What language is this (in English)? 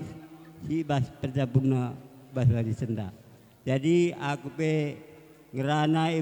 Batak Karo